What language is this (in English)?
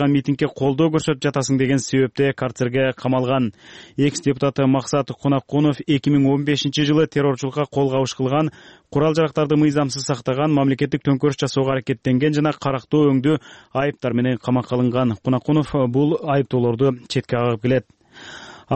Kyrgyz